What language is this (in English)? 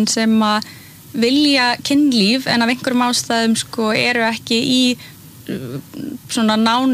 Icelandic